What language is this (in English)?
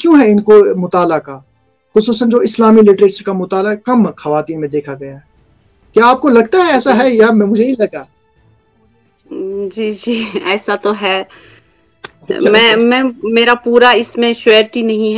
Urdu